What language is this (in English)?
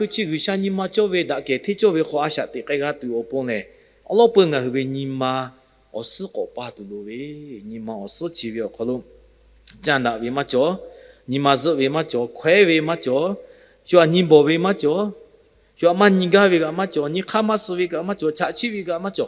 Lahu